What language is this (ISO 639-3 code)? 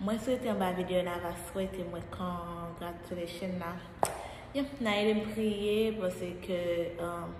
hat